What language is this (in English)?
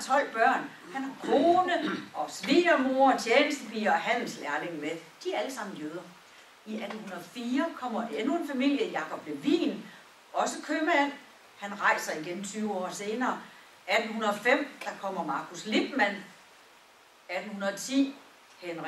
Danish